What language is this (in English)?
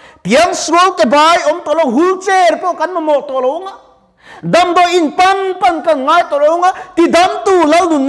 Mizo